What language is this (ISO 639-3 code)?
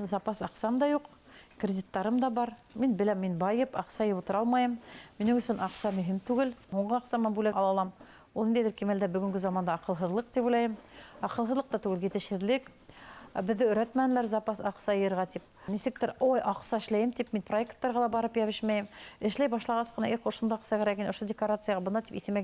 bak